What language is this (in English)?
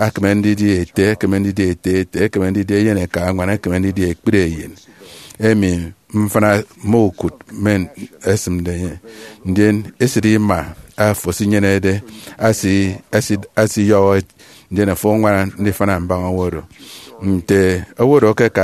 Efik